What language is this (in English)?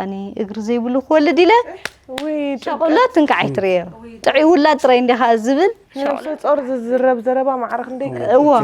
Tigrinya